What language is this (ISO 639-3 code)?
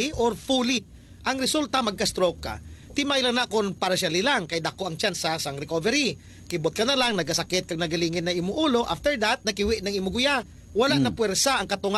hil